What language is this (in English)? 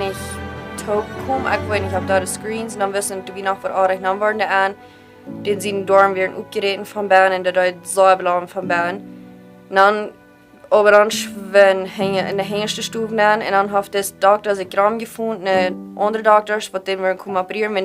Plautdietsch